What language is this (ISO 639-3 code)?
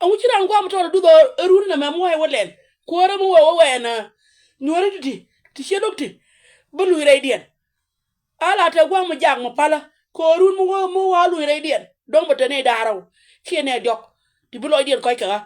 nus